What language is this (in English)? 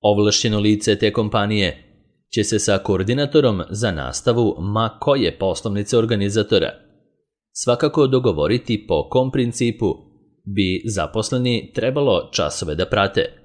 Serbian